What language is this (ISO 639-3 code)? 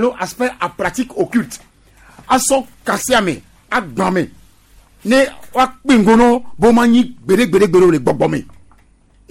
gej